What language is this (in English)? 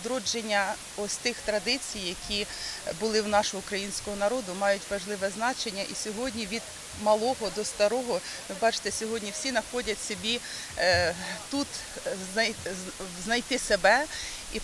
Ukrainian